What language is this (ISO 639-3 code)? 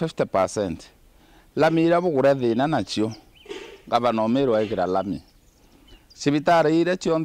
mer